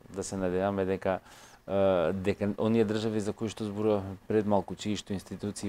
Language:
Macedonian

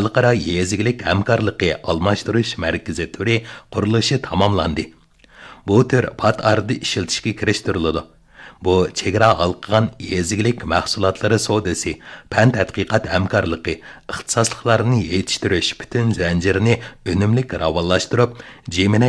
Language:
Uyghur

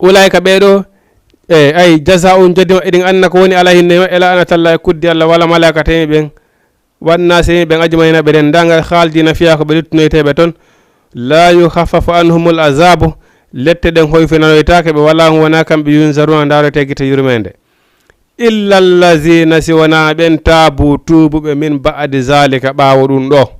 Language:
Fula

